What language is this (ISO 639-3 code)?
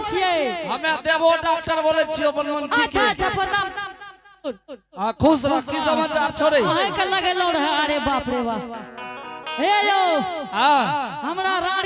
anp